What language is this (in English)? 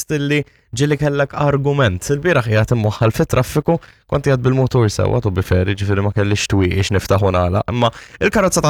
Maltese